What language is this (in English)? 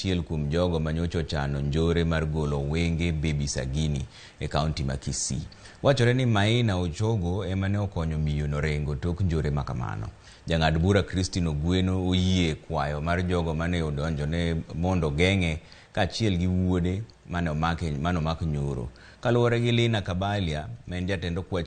Luo (Kenya and Tanzania)